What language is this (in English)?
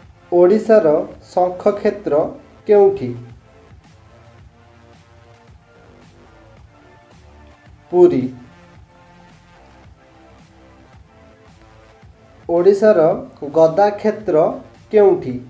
Odia